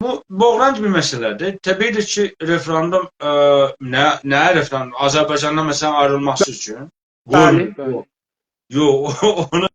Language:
South Azerbaijani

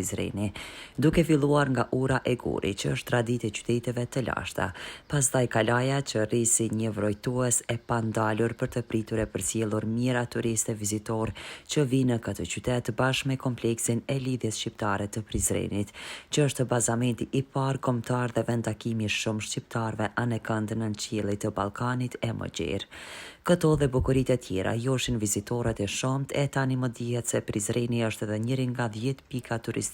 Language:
Albanian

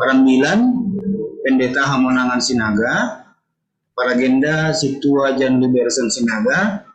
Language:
Batak Simalungun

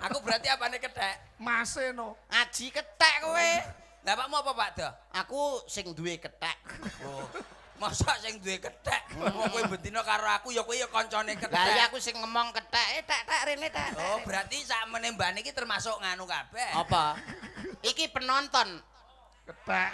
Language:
Javanese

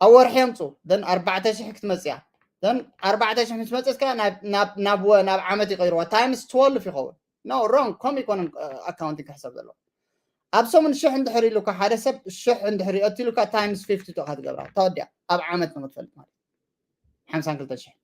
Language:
Tigrinya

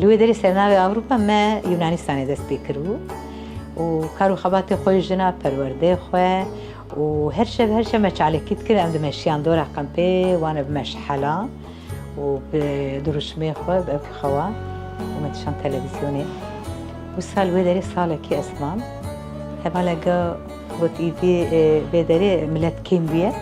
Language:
Kurdish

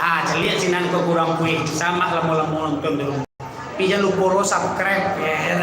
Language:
Minangkabau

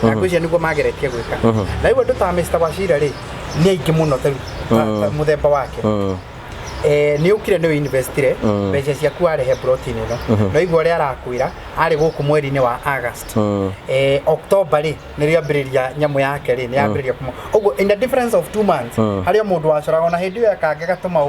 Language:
Kikuyu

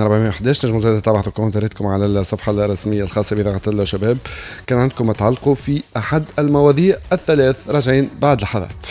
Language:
Tunisian Arabic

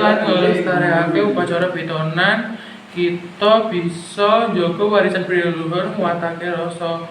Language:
Javanese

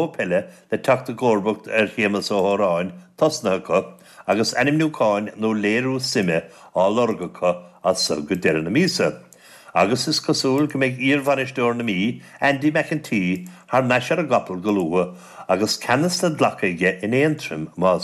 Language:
Irish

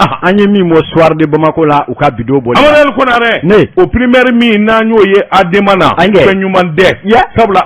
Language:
Bambara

